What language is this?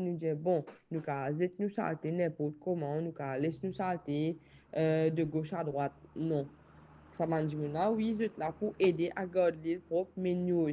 Morisyen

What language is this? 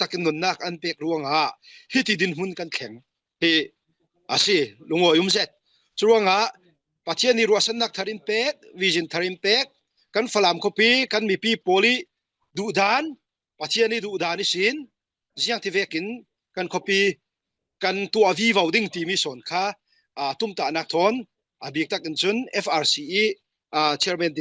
Falam Chin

